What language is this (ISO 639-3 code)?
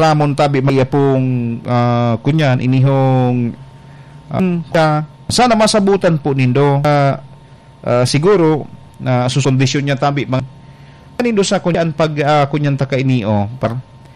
bik